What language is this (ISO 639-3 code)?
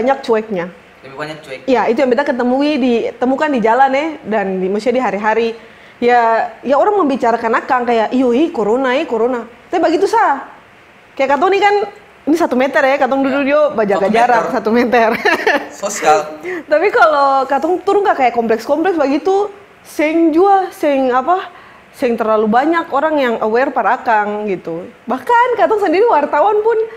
abs